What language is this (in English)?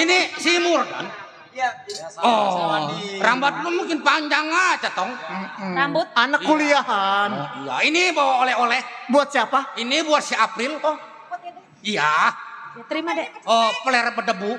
Betawi